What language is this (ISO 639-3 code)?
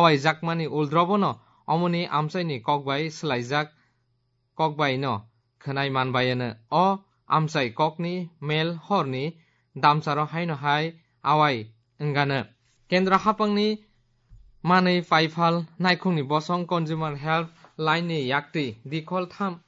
trp